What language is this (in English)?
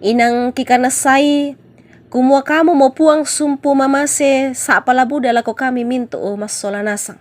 Toraja-Sa'dan